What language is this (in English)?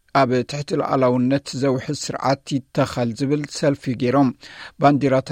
Tigrinya